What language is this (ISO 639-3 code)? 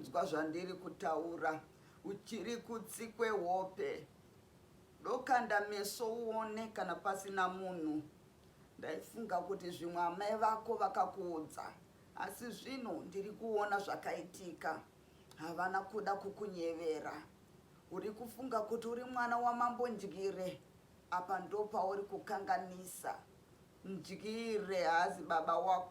sna